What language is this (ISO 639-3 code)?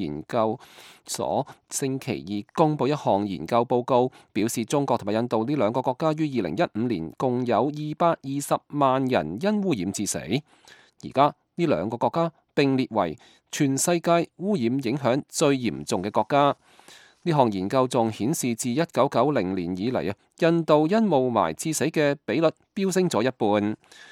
yue